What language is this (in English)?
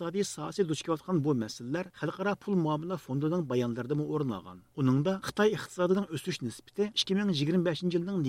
Uyghur